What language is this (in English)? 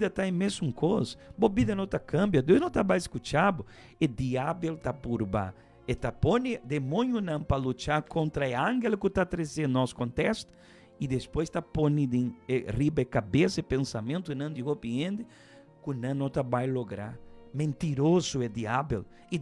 Papiamento